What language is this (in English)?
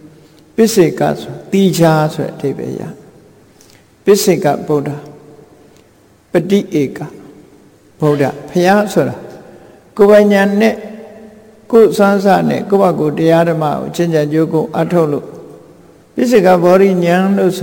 Burmese